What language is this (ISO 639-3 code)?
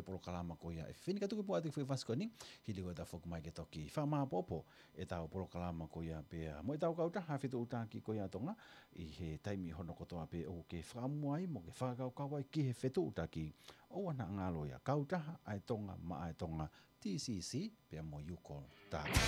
ton